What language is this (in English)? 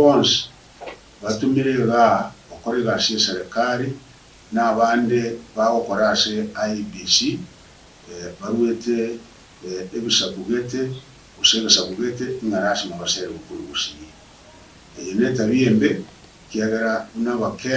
Gusii